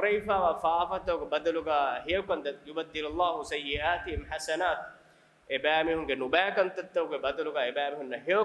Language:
Divehi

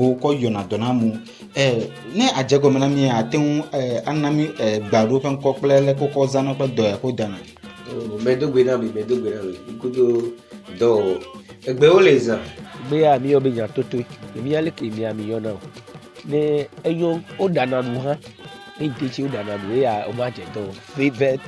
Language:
Ewe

